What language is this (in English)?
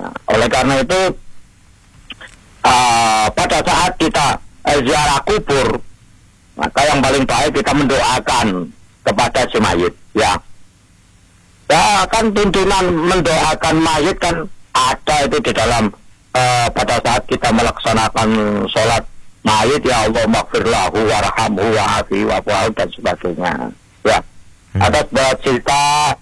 Indonesian